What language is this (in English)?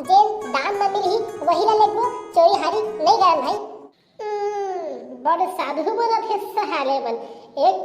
Chhattisgarhi